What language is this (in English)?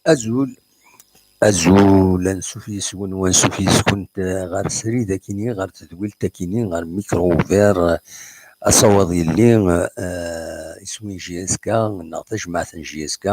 Kabyle